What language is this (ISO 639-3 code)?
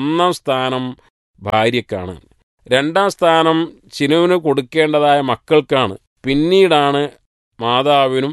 mal